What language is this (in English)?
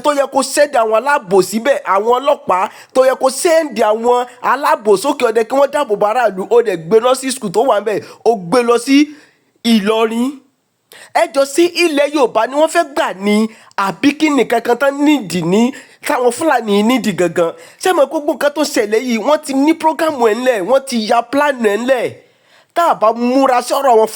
Yoruba